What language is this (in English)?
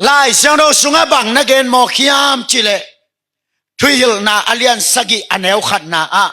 Tedim Chin